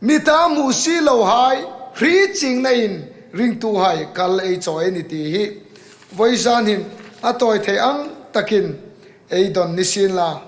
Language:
Hmar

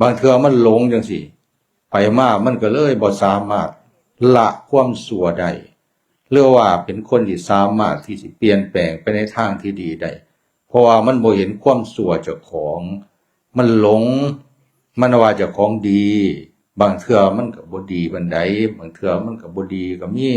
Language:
Northeastern Thai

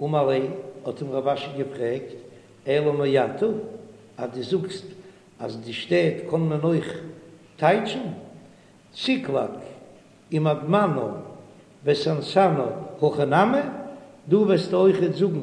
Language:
Yiddish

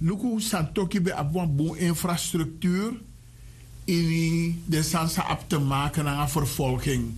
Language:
Sranan Tongo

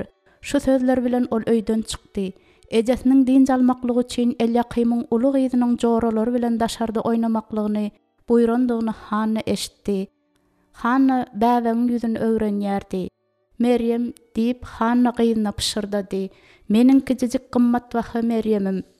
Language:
Turkmen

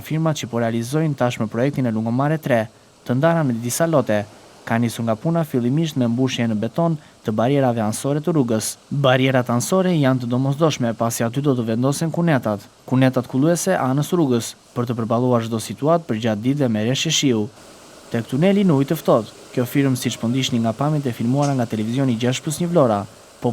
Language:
Albanian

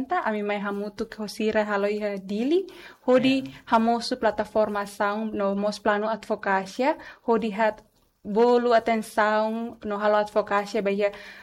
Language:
Tetum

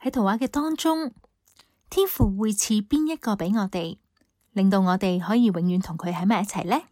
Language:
Cantonese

